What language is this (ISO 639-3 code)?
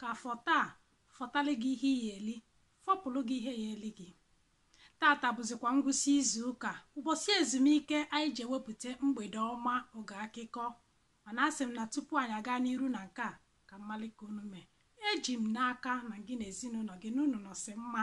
ibo